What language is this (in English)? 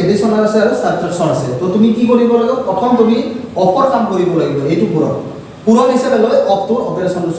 Assamese